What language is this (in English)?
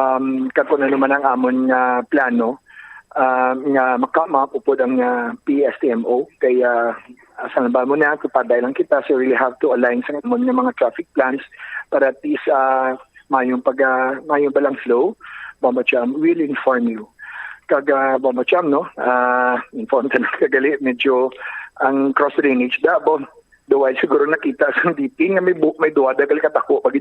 Hiligaynon